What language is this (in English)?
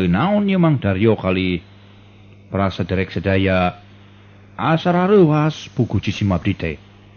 Sundanese